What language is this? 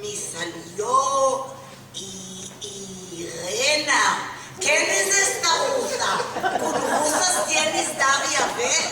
Ladino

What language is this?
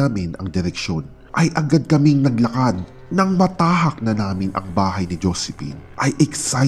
Filipino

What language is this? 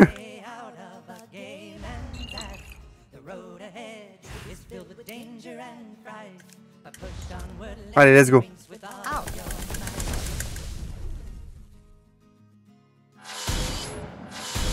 French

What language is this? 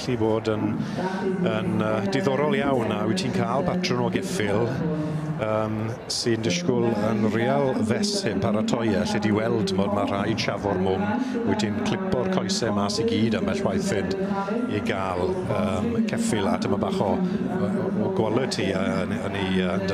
Welsh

